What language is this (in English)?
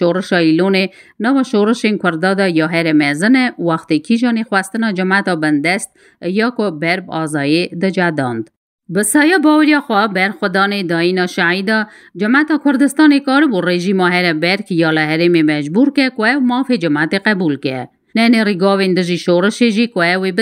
Kurdish